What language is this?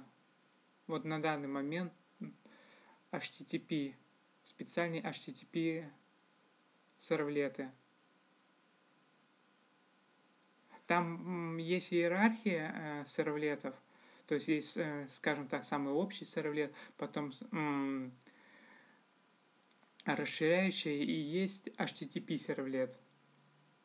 Russian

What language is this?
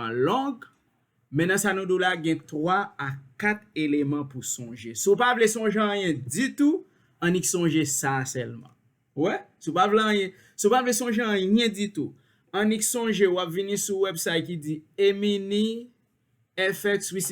Haitian Creole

